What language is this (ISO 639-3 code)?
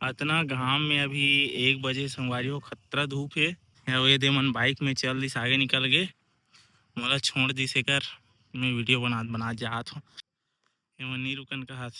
hne